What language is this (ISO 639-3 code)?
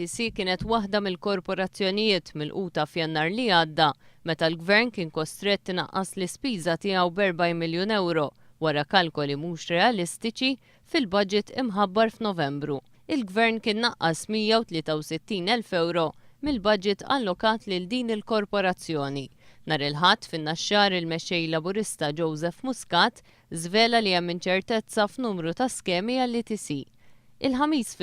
mlt